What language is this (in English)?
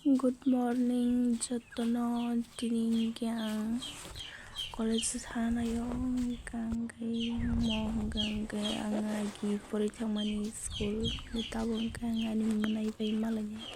Kok Borok